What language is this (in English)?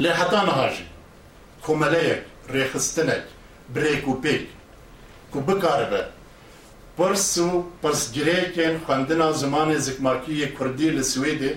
Kurdish